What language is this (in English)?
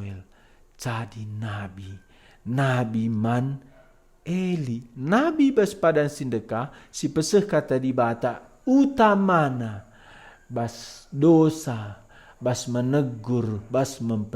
Batak Karo